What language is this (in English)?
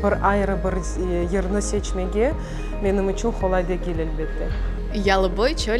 Crimean Tatar